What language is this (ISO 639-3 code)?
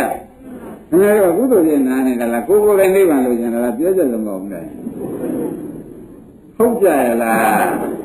mya